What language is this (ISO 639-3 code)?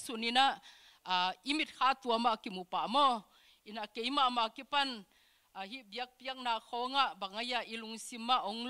ctd